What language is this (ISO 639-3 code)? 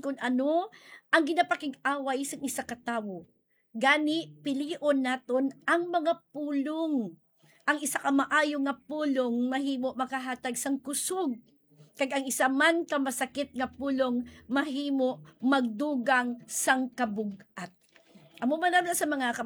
hil